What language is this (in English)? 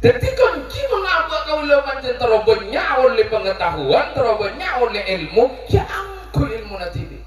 Madurese